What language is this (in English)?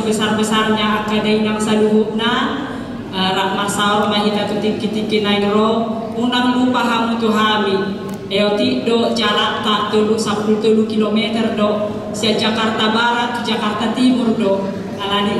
Batak Toba